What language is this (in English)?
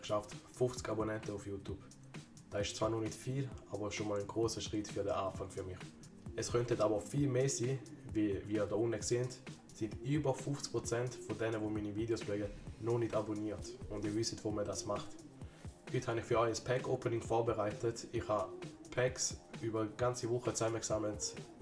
Swiss German